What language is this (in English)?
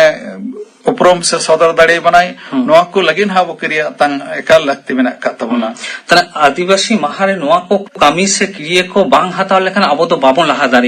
Santali